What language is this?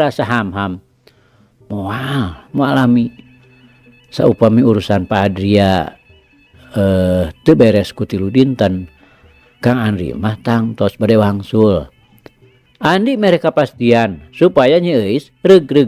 Sundanese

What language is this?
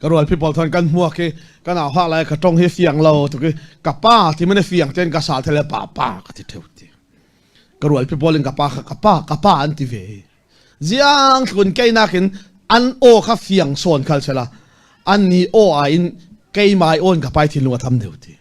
Falam Chin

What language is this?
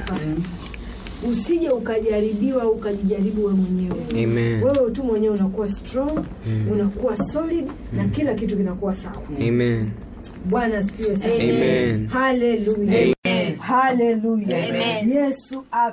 Swahili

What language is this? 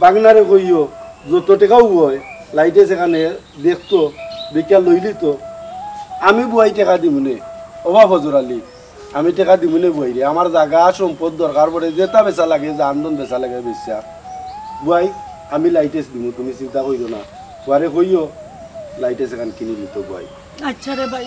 Sylheti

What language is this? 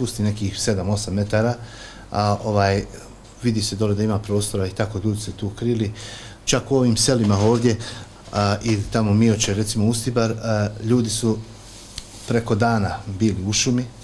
Bosnian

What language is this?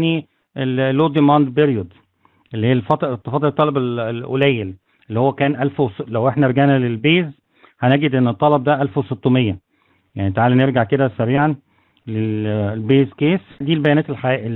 Egyptian Arabic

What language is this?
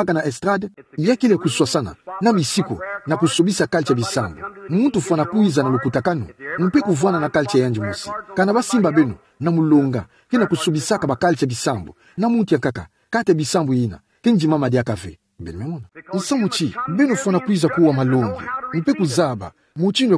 Kituba (Democratic Republic of Congo)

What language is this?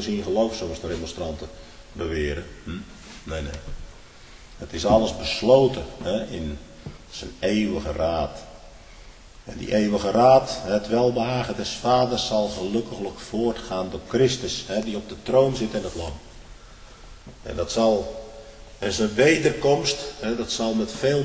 Dutch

